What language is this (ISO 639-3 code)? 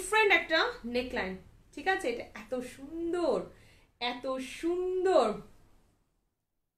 ben